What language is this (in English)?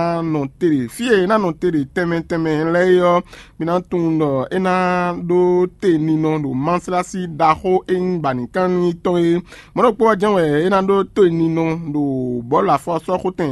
Fon